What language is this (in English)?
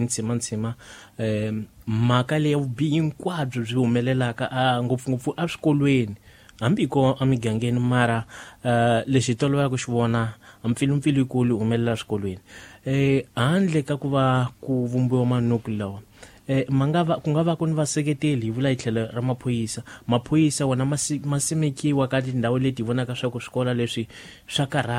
Tsonga